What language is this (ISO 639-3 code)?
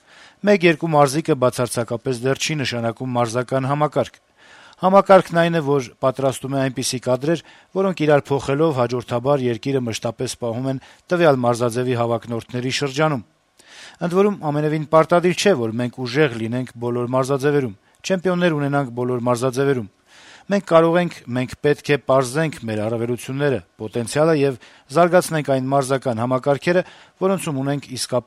hye